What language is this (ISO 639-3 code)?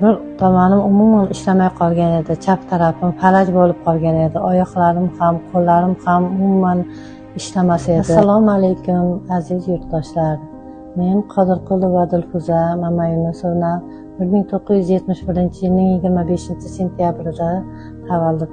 uzb